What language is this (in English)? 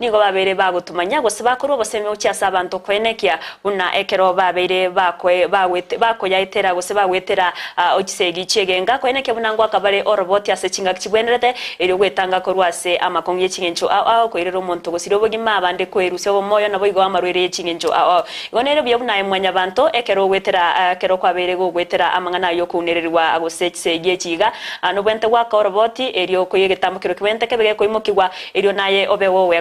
Gusii